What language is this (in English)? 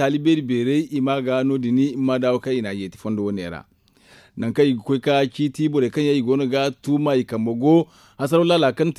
Zarma